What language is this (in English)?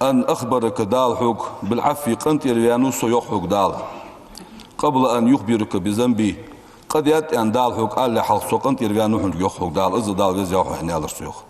Ingush